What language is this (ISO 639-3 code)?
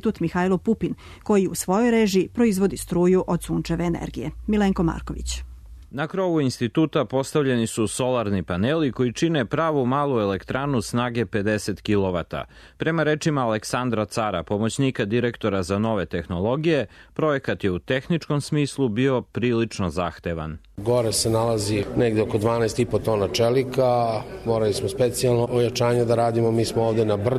srp